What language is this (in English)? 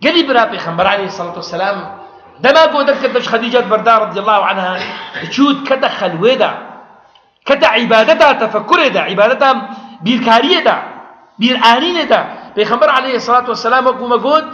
Kurdish